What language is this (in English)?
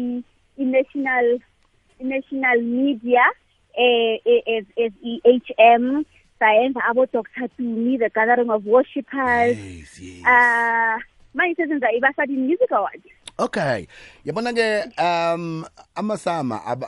South Ndebele